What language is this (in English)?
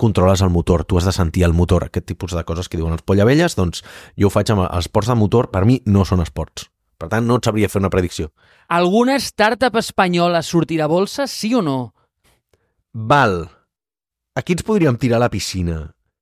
Catalan